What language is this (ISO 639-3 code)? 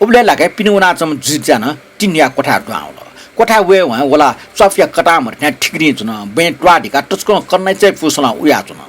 new